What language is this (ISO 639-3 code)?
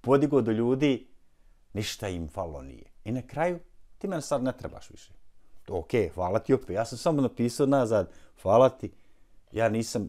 bos